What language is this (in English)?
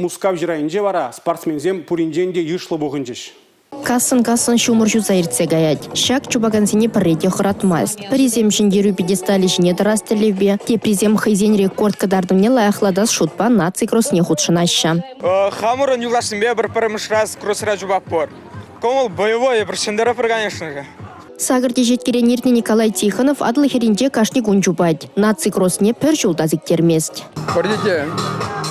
Chuvash